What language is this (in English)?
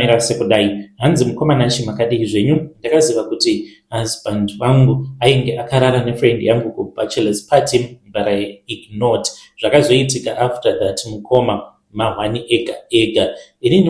Shona